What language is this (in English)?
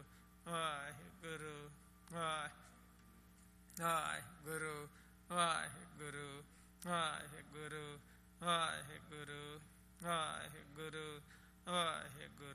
Punjabi